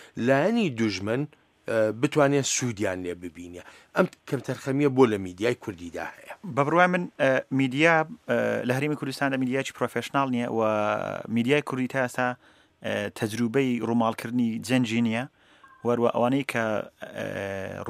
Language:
Central Kurdish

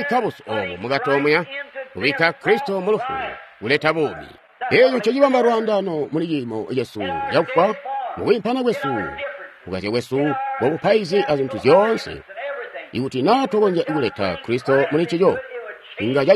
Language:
Tonga (Zambia)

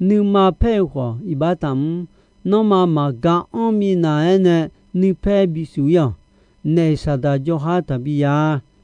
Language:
Akha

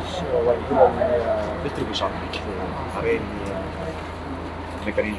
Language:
Tetum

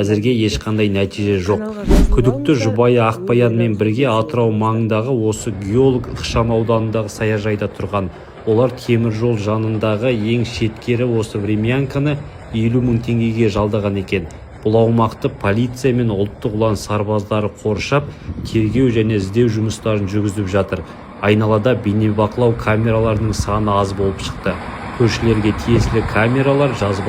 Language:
Kazakh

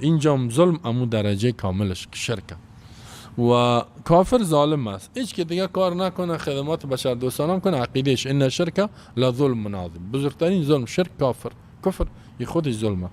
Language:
Persian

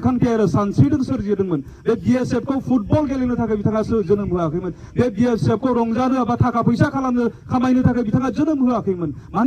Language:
Bodo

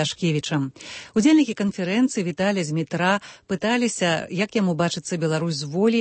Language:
Belarusian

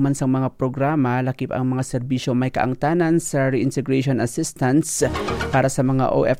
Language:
Hiligaynon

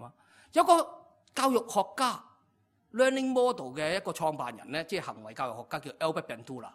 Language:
Cantonese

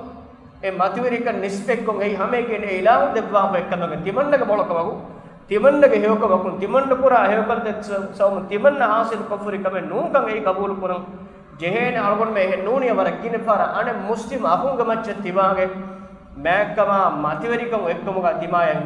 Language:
Divehi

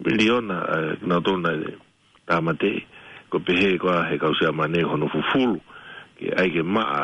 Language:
Tongan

